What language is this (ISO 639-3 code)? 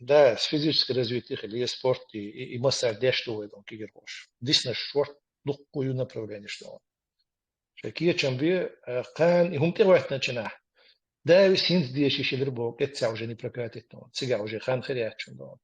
che